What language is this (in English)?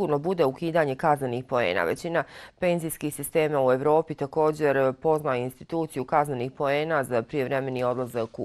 Bosnian